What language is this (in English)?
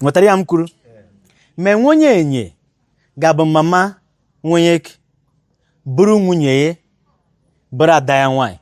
Igbo